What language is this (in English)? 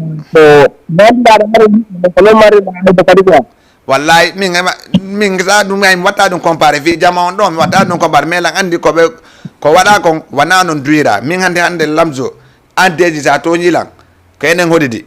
Fula